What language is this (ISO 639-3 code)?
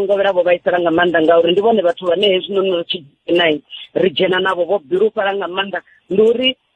ven